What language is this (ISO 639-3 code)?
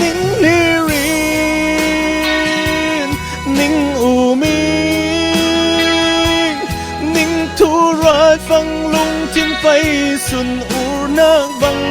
cfm